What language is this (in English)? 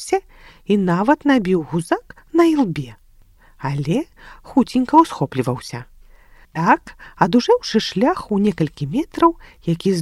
Belarusian